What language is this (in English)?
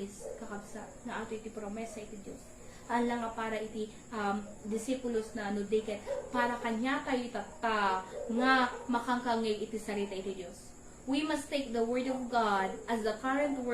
Iloko